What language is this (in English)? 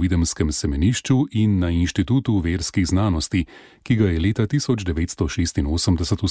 Slovenian